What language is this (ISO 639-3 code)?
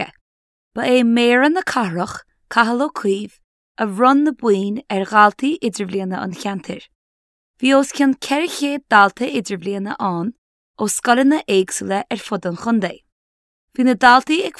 gle